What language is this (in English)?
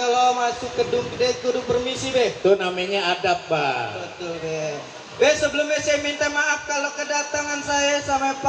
Betawi